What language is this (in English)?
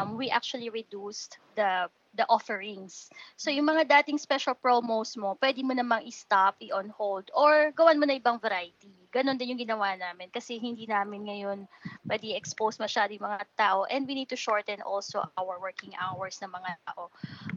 Filipino